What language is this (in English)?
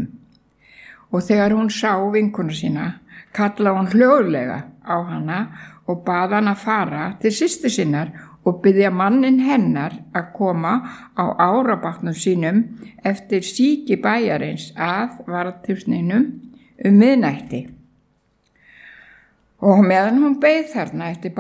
Icelandic